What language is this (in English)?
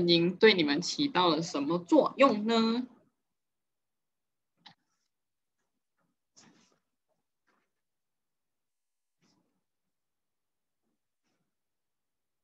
Chinese